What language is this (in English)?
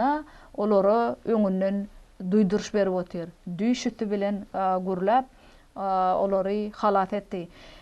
Turkmen